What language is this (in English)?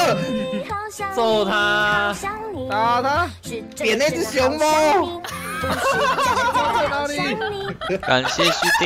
Chinese